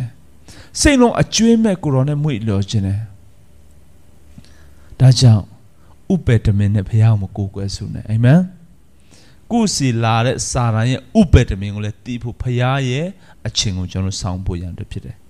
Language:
Burmese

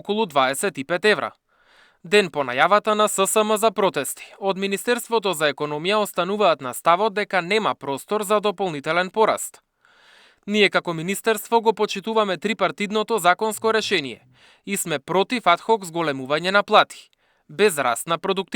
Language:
Macedonian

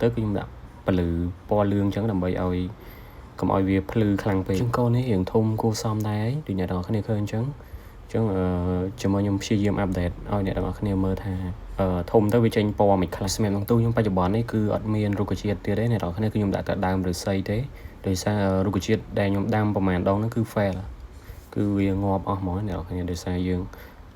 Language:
Khmer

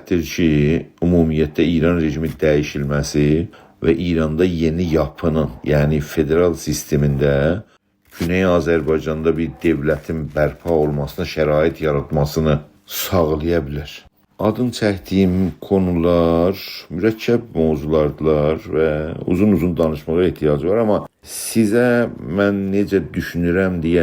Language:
South Azerbaijani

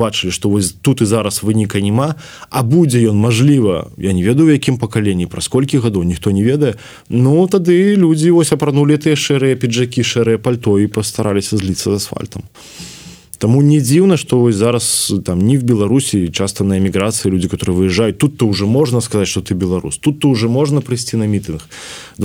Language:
Belarusian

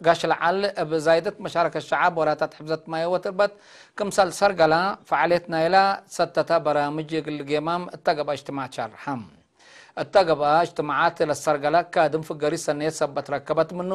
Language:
Tigre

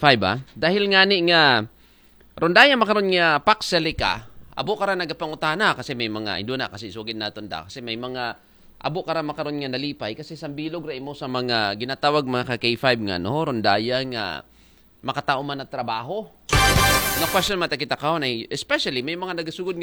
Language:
Aklanon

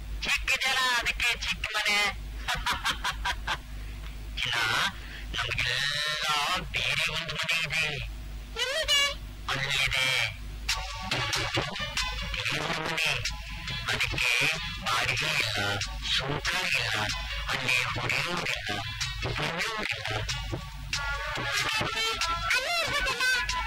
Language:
Kannada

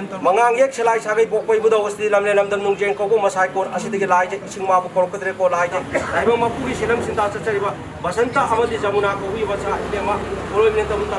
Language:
Manipuri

